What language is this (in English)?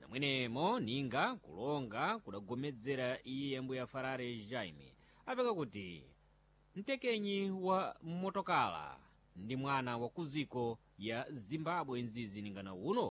Sena